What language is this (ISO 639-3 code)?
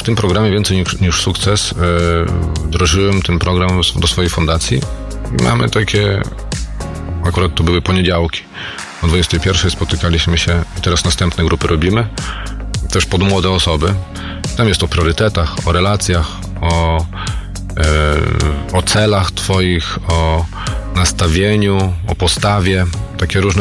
pol